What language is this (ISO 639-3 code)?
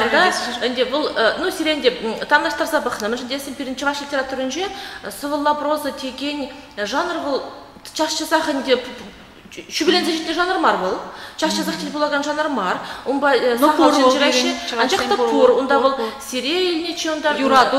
chv